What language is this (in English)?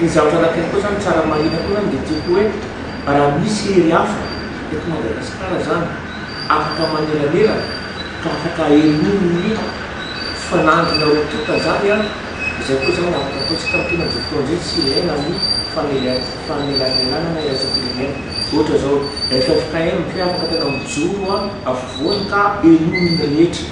Malagasy